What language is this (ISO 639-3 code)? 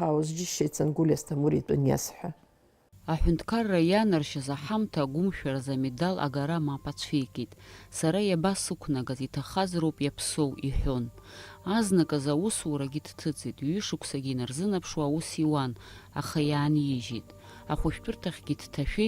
abk